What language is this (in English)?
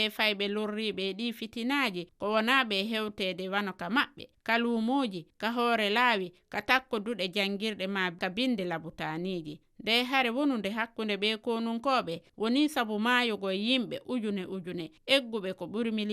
Fula